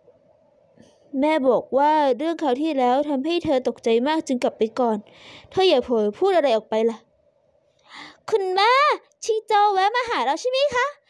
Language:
Thai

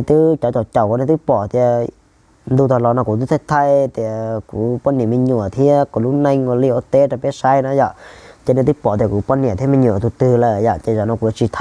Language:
Hmong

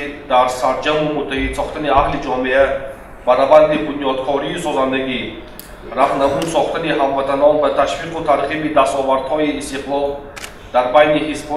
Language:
Tajik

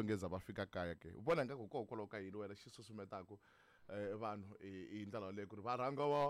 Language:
Tsonga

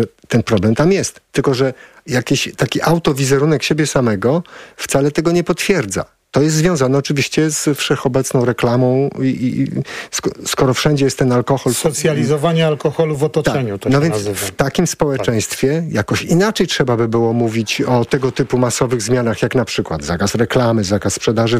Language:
Polish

